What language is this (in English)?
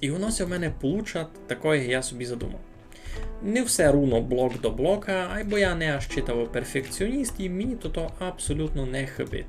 Rusyn